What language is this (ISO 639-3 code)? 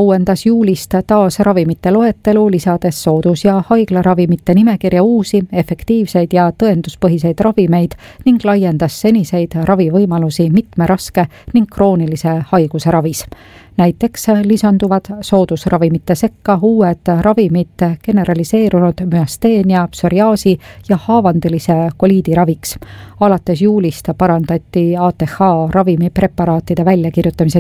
est